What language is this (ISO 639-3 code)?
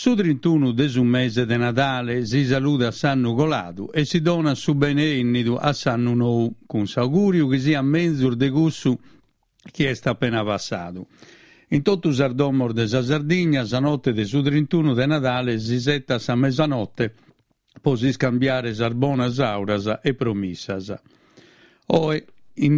srd